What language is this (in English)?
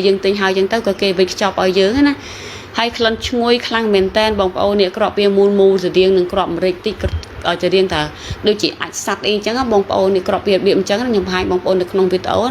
Khmer